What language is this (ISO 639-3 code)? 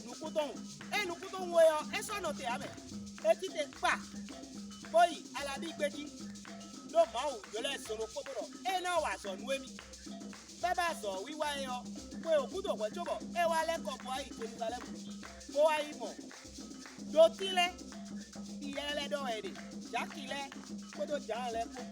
fon